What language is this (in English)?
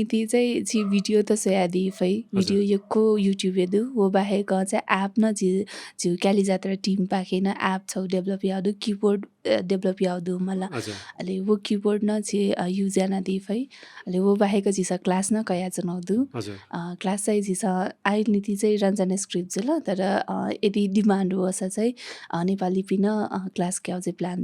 Newari